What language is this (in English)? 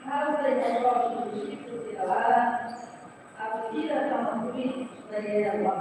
Tetum